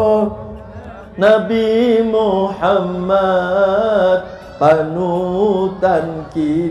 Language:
Indonesian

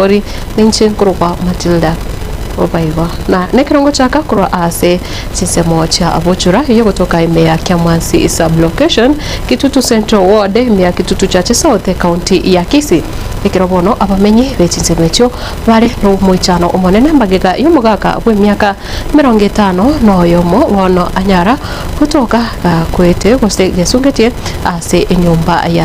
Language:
Gusii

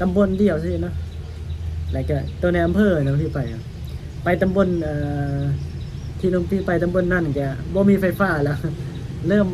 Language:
Northeastern Thai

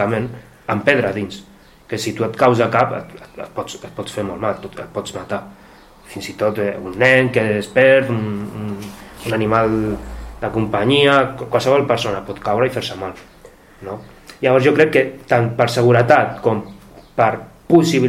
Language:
Catalan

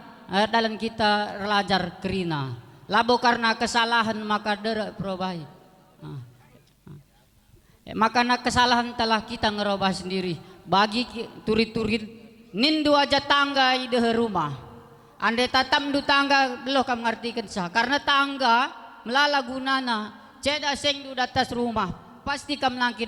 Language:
Batak Karo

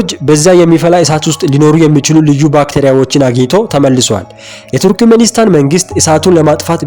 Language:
Amharic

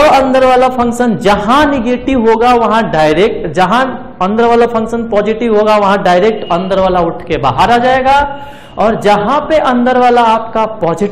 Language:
Hindi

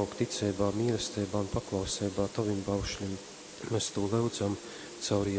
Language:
Latgalian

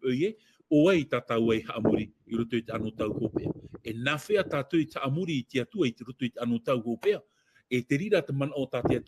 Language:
Tahitian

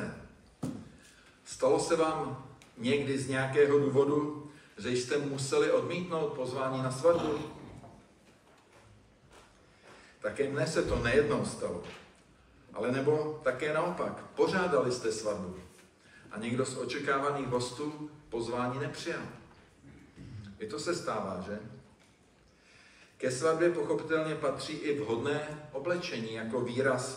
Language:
Czech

